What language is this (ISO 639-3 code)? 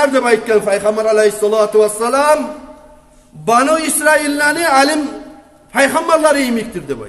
kum